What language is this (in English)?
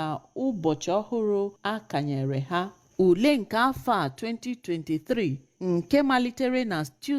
Igbo